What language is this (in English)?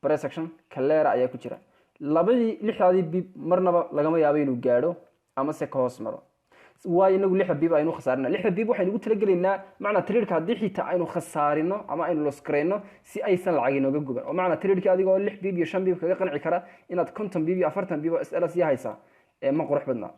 Somali